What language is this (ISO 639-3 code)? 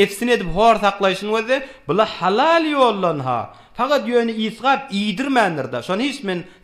tuk